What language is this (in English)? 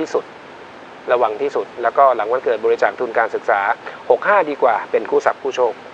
Thai